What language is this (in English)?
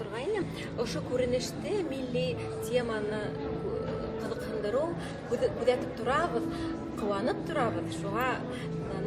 Bashkir